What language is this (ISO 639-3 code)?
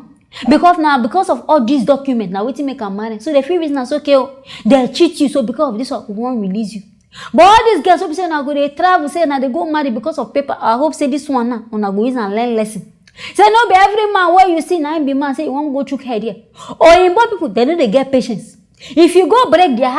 pcm